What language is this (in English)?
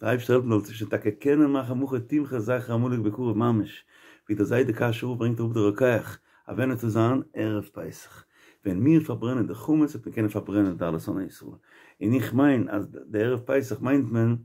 Yiddish